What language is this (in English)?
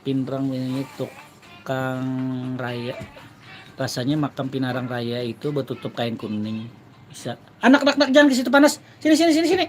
Banjar